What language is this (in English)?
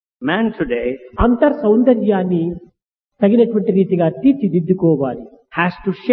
Telugu